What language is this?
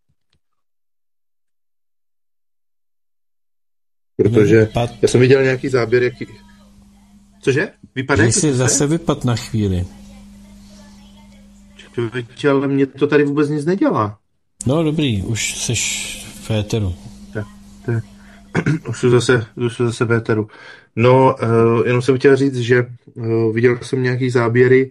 Czech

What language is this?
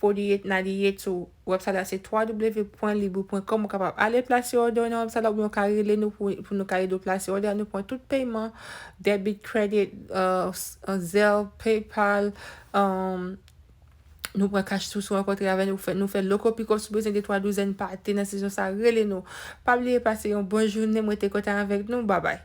Haitian Creole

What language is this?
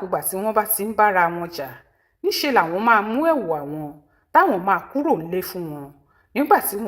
Yoruba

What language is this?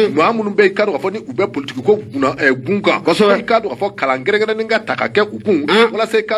Bambara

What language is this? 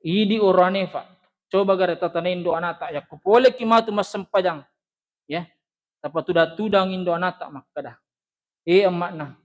Buginese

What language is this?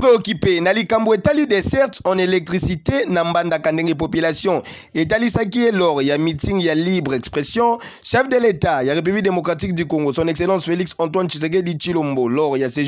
Lingala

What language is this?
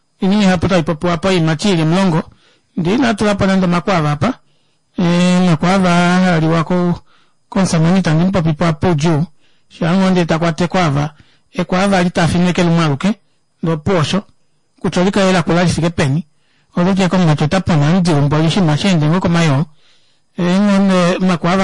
Kuanyama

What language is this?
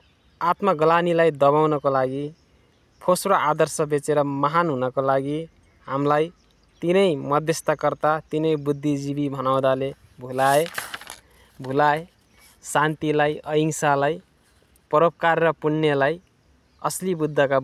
Nepali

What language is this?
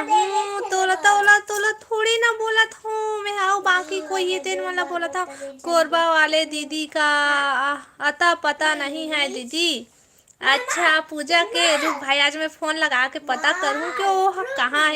Chhattisgarhi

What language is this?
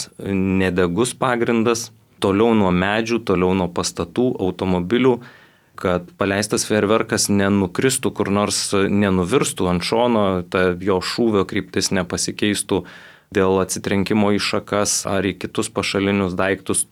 Lithuanian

